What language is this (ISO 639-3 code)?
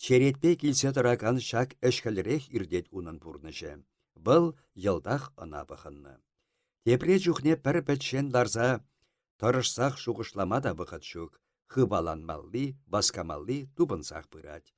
chv